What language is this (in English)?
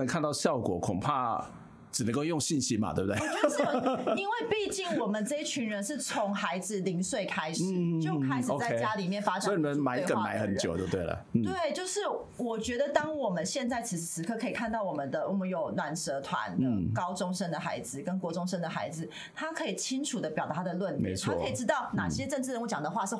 Chinese